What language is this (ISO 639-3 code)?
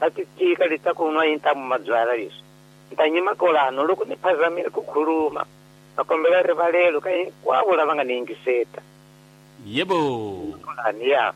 tso